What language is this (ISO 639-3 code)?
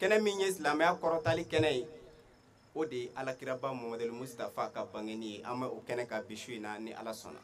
bam